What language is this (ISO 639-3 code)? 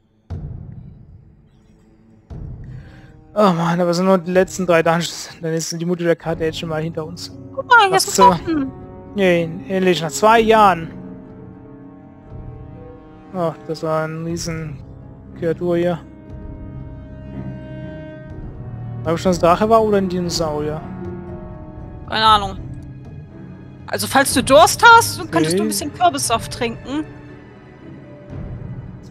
deu